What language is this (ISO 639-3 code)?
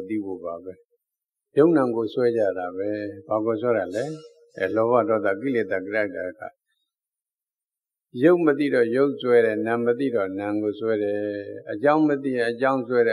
mya